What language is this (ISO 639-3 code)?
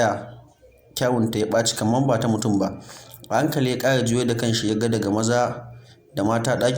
hau